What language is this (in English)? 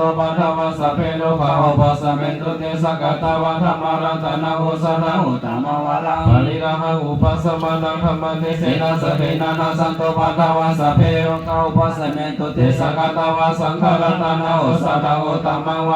Pali